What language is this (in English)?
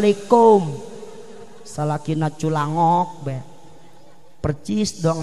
Sundanese